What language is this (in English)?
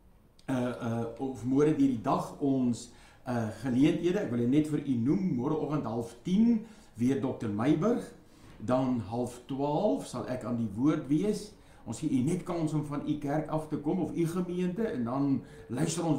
Afrikaans